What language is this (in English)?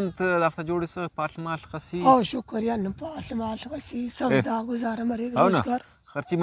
Brahui